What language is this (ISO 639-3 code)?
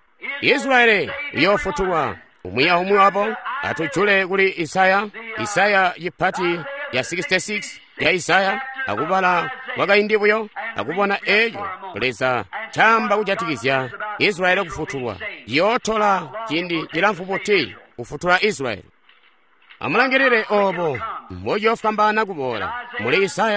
toi